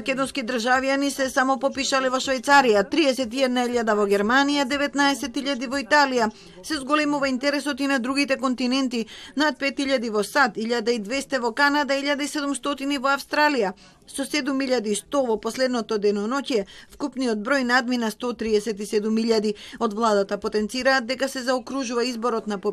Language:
Macedonian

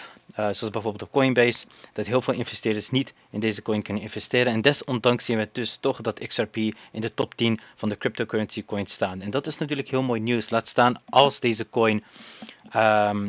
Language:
Dutch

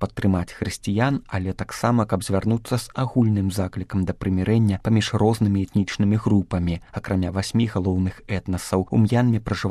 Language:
Belarusian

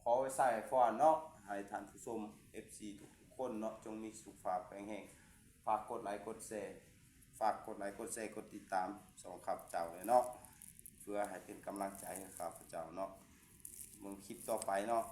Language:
Lao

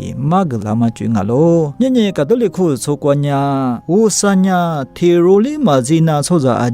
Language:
Lisu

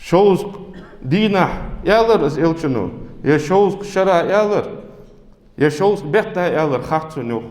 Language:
Ingush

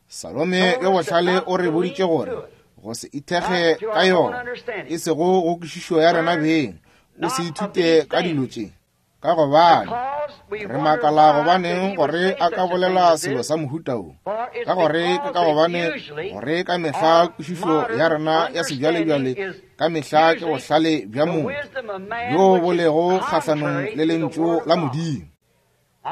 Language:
Northern Sotho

